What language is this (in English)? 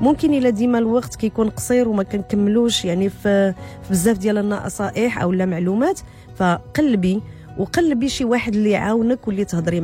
Moroccan Arabic